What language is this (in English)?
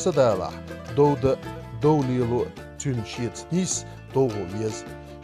Chechen